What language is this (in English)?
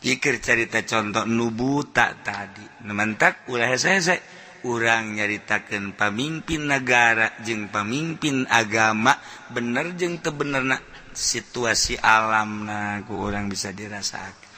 Sundanese